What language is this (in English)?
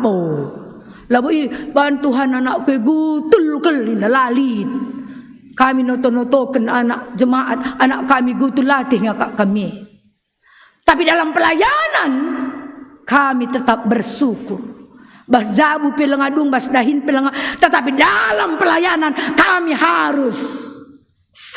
Batak Karo